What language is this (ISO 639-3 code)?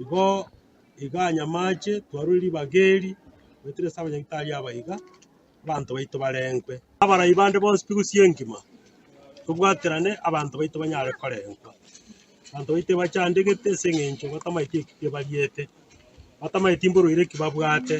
guz